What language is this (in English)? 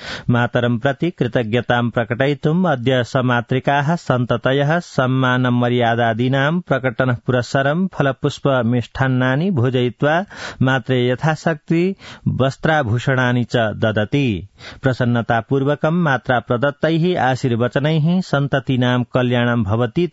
Sanskrit